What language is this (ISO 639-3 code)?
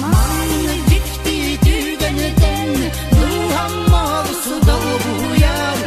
sah